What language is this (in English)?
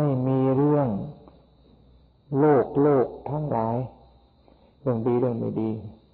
Thai